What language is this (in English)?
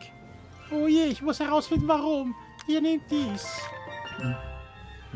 Swiss German